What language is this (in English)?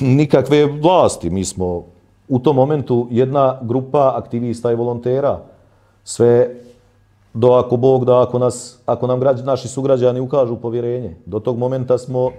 Bosnian